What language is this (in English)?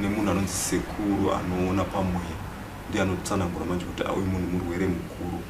Shona